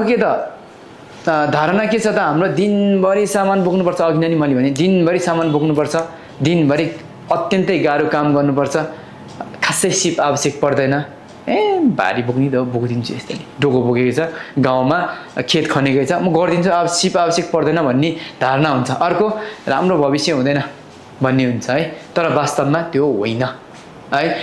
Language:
Nepali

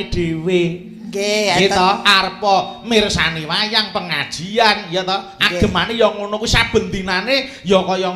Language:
Javanese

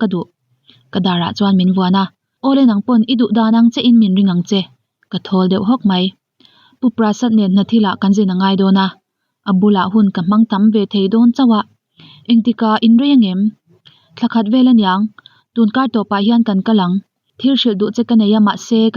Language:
Mizo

